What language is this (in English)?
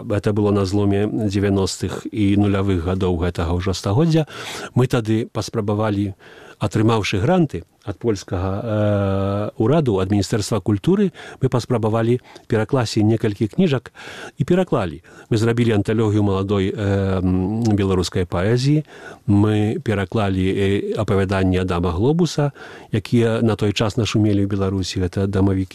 Belarusian